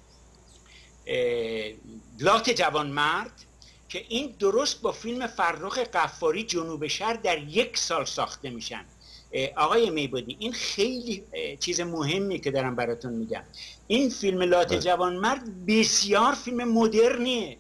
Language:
Persian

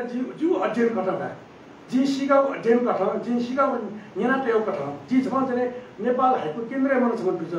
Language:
Newari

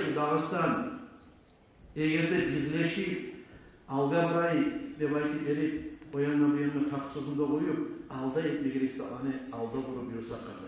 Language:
Kumyk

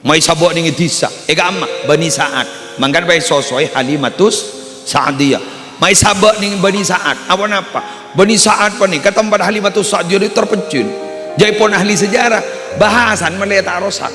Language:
Madurese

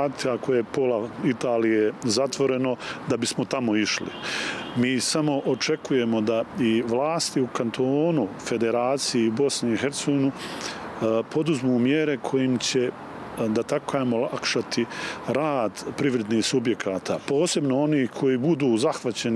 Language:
Bosnian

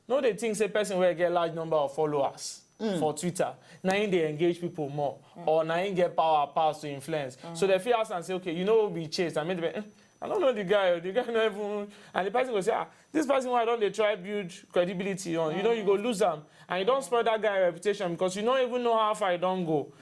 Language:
Nigerian Pidgin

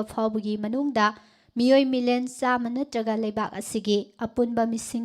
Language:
Manipuri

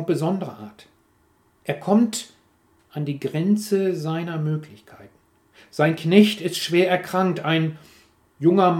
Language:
German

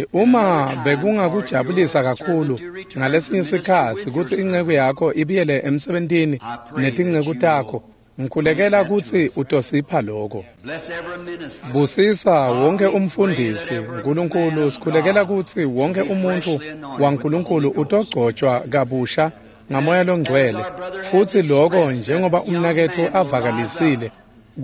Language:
Swati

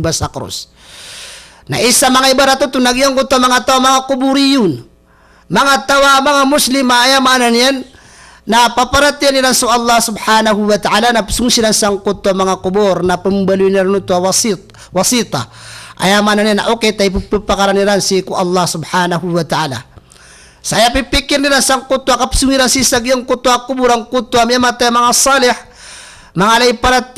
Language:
Maranao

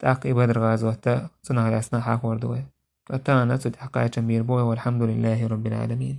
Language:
Chechen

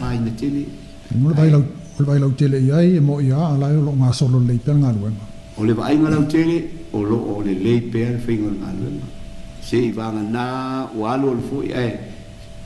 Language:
Samoan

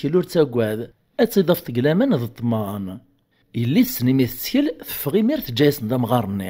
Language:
Kabyle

